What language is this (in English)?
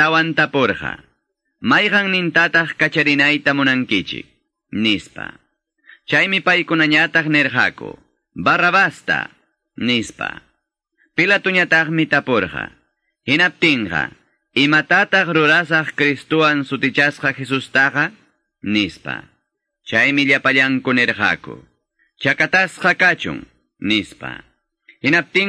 Quechua